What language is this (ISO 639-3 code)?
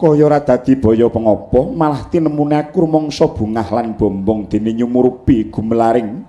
jav